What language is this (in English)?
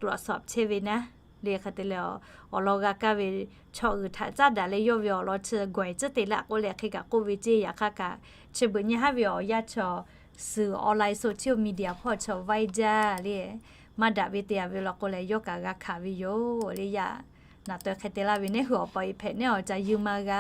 Lahu